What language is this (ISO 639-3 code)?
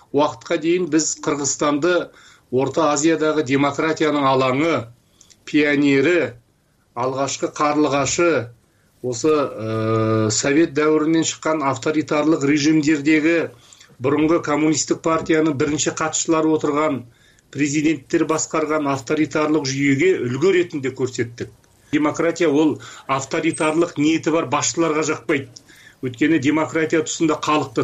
kir